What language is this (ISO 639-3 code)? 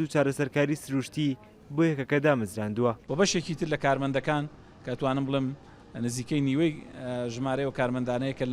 ckb